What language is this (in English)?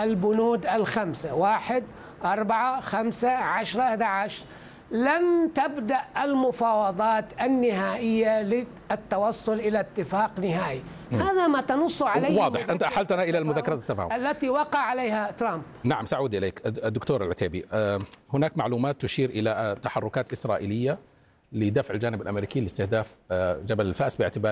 Arabic